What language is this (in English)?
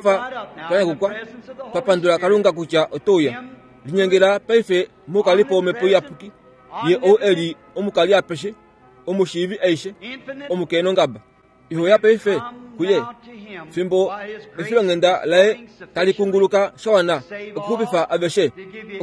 Kuanyama